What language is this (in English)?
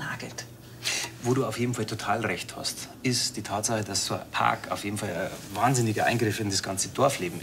Bavarian